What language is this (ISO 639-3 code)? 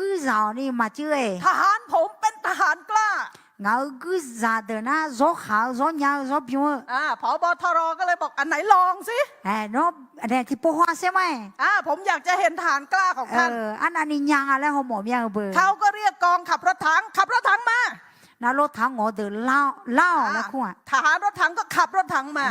ahk